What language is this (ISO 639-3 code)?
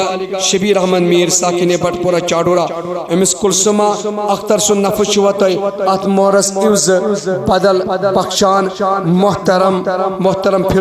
kas